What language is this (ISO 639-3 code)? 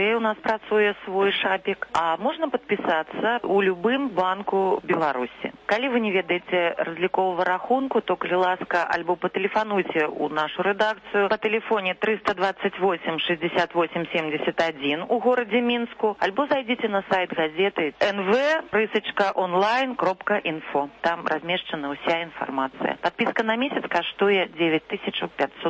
bel